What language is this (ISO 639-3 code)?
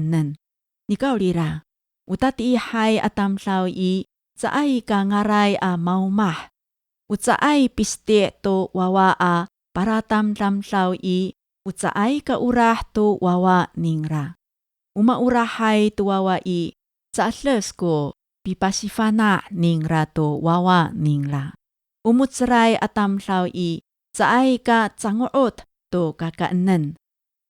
ami